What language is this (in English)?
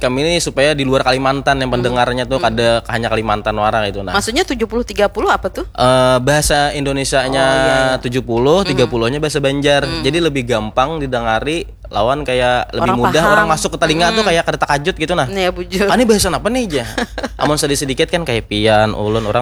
Banjar